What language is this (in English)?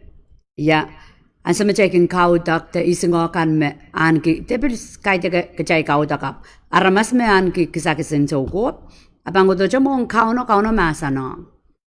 Pohnpeian